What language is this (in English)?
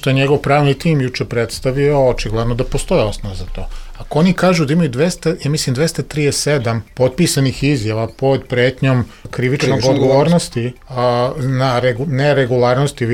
Serbian